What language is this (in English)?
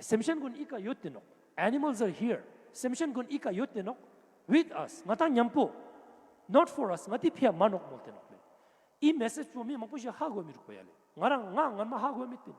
Ladakhi